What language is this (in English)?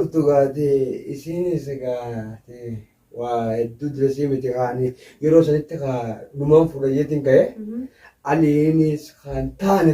Oromo